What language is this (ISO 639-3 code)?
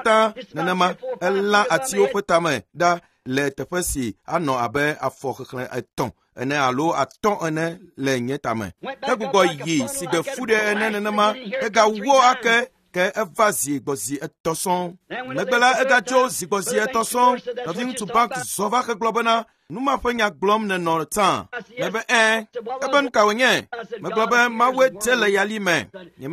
ewe